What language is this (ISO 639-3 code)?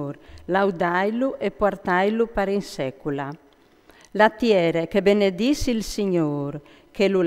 fur